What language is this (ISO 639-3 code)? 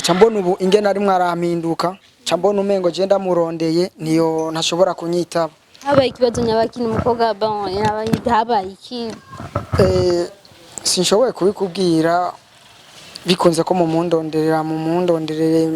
run